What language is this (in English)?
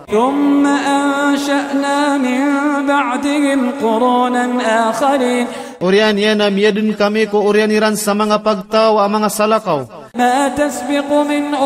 Maranao